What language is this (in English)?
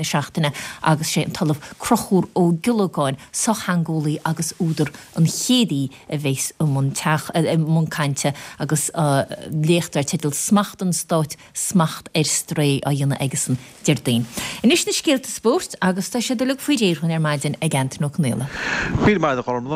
Irish